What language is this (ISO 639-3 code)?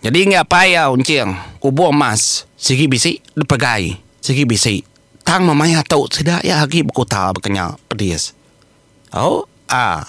iba